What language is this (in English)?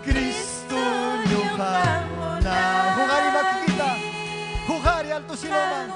Ayacucho Quechua